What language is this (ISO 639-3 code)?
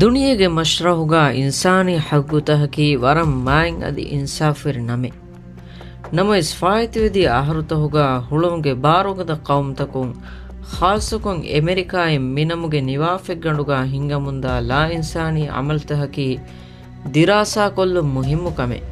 div